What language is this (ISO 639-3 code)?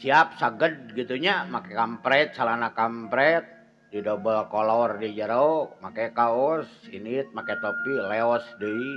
sun